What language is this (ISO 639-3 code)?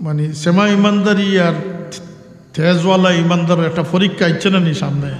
syl